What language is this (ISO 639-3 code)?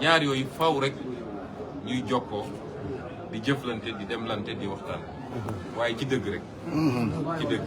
wol